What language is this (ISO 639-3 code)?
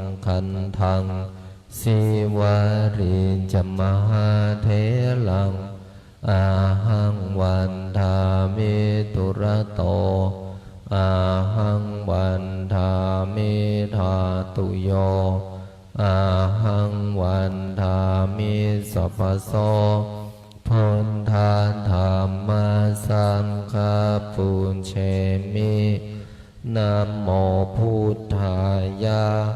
pli